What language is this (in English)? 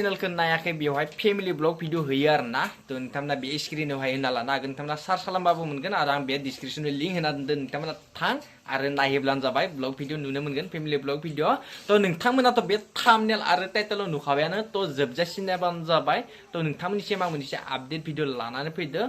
Bodo